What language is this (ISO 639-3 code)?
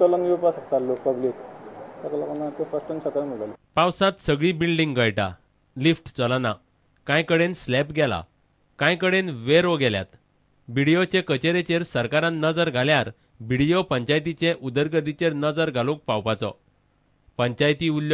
kok